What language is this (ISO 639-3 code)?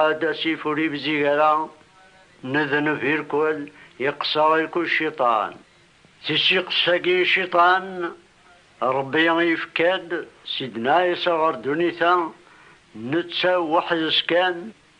kab